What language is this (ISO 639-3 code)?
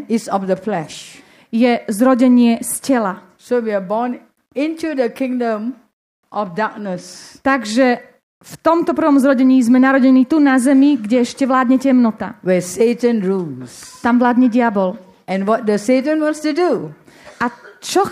slk